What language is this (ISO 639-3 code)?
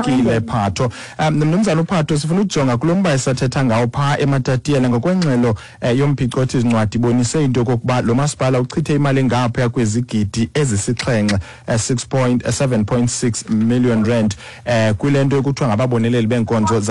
xho